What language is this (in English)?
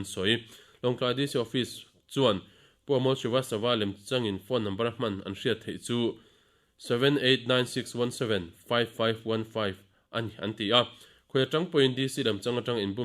Mizo